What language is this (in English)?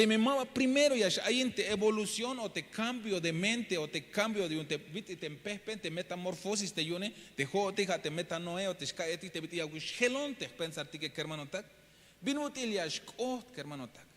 Tzeltal